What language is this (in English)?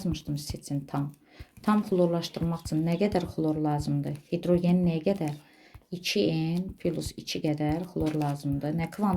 Azerbaijani